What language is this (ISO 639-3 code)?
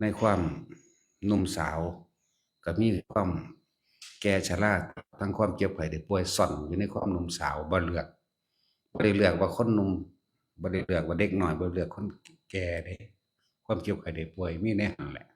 lao